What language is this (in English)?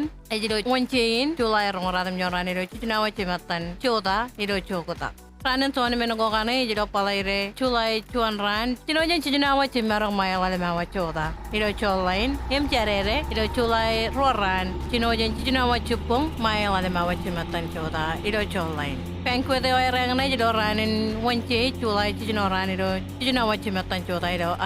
Marshallese